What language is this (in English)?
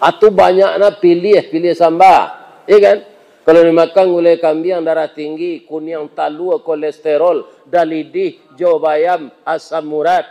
Minangkabau